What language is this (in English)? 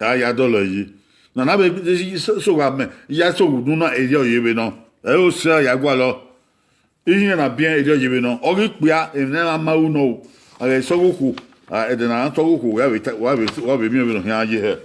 Bini